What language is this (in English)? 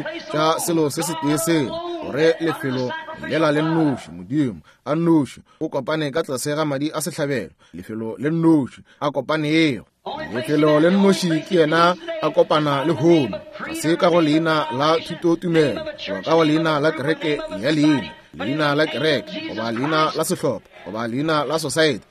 Northern Sotho